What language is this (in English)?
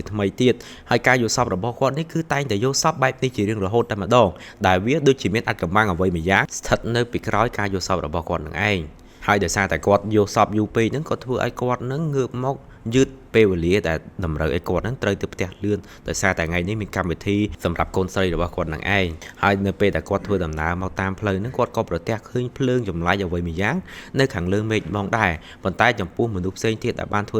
Khmer